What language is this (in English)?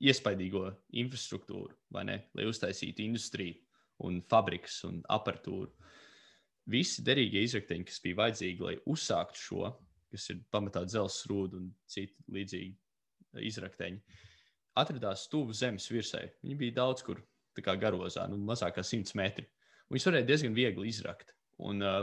Latvian